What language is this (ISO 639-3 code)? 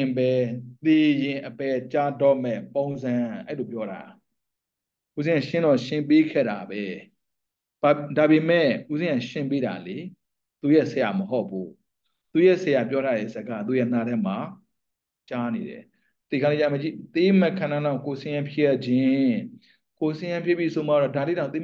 mya